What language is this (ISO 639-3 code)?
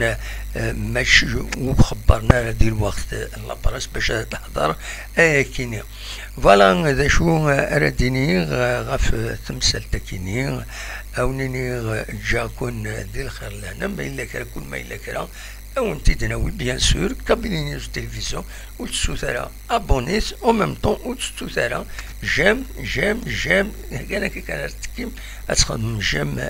kab